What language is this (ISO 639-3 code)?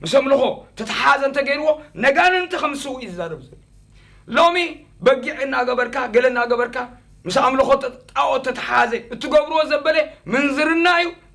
tir